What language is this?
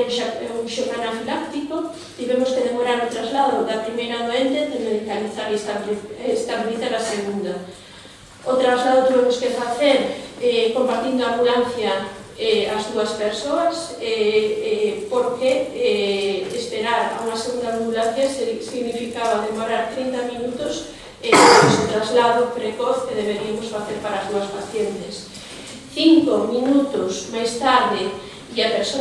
Galician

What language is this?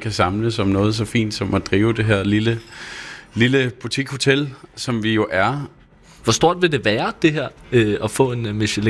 Danish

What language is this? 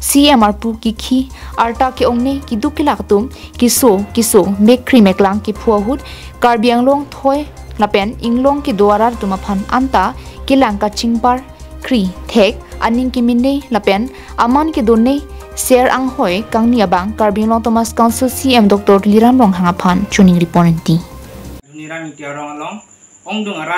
Karbi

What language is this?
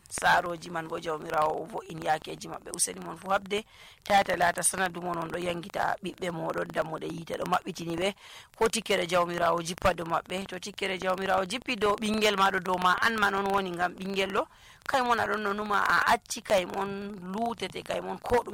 Nigerian Fulfulde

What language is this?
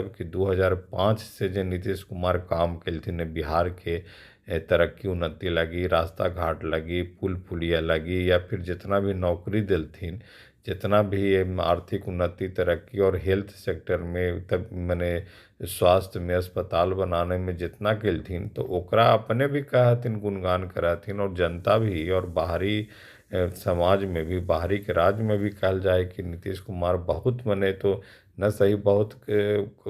Magahi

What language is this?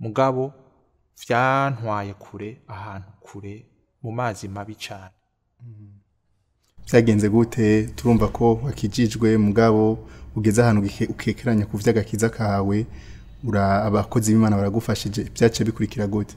Rundi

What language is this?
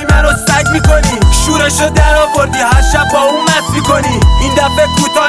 Persian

